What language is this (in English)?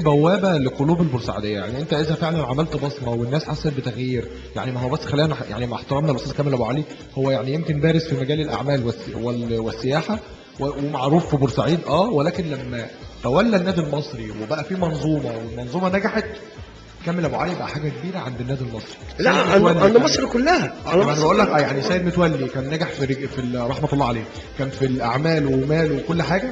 Egyptian Arabic